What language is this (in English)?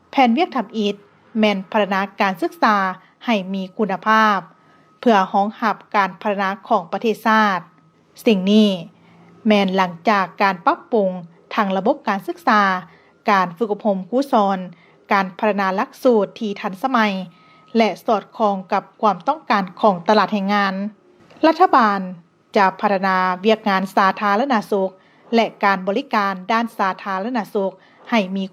Lao